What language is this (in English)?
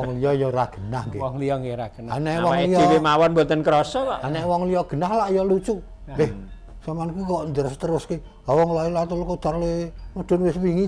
Javanese